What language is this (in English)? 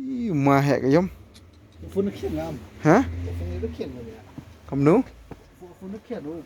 Khasi